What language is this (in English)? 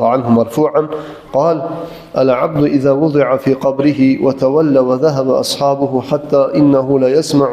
Kumyk